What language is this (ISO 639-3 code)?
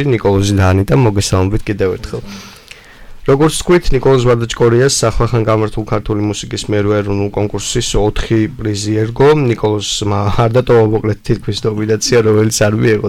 kat